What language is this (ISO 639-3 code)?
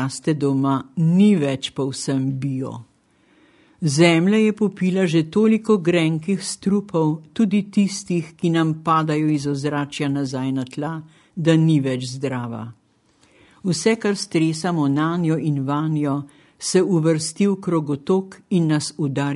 slv